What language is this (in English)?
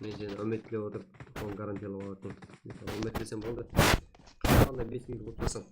Kara-Kalpak